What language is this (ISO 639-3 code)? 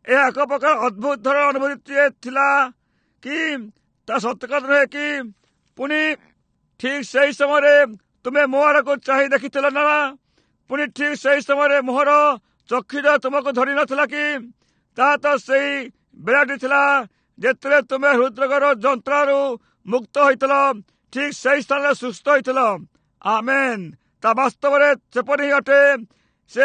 ori